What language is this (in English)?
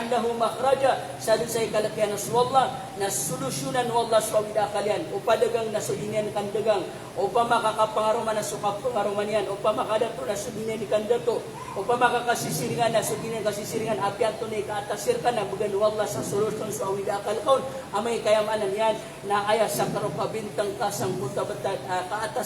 Maranao